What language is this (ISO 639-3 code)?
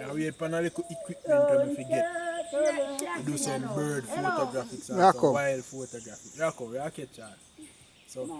jam